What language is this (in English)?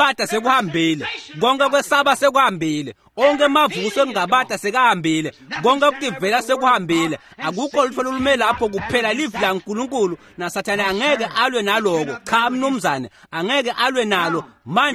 Swati